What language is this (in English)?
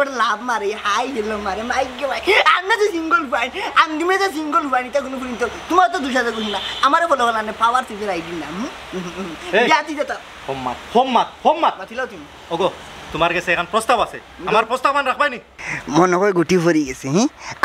Sylheti